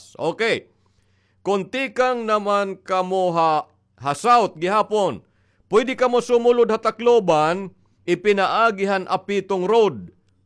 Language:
Waray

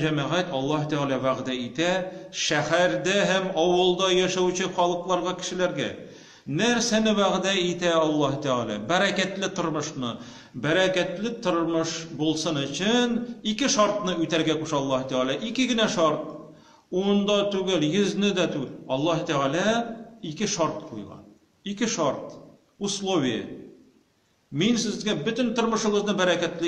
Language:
Tatar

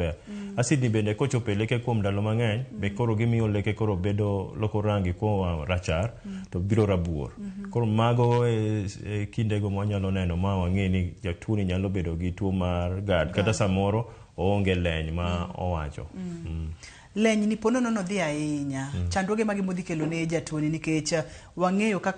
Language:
Luo (Kenya and Tanzania)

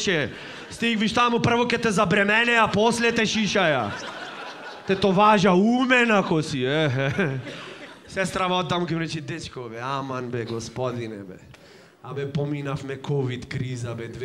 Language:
Macedonian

